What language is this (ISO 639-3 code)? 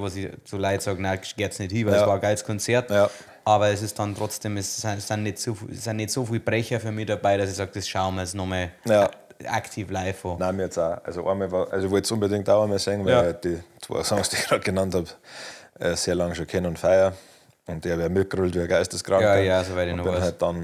bar